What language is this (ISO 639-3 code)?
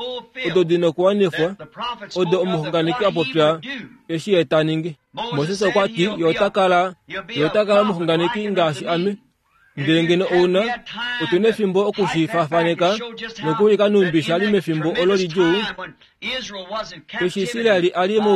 kua